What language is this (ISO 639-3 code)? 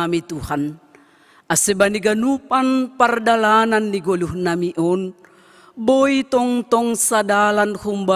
bts